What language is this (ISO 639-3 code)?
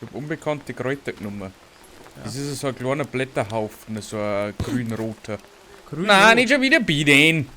bar